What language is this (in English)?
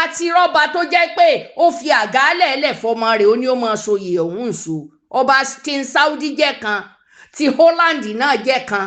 Yoruba